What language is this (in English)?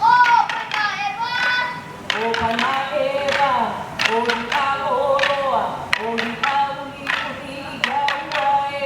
Hawaiian